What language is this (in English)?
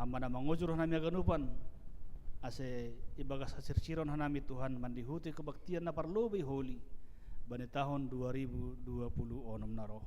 Batak Simalungun